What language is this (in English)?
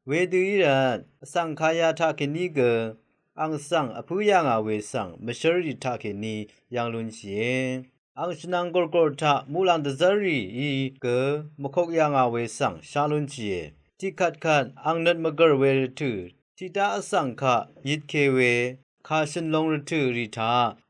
Rawang